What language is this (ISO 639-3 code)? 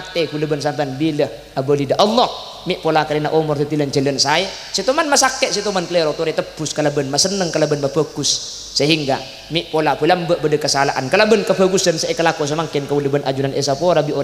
mad